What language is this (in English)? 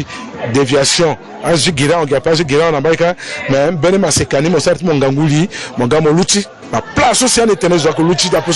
Sango